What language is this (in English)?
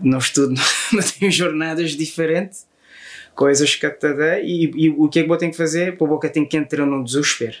Kabuverdianu